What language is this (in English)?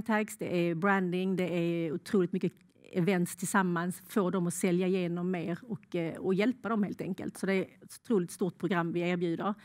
Swedish